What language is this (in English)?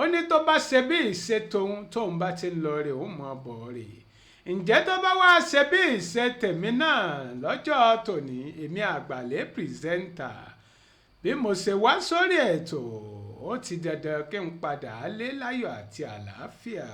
Yoruba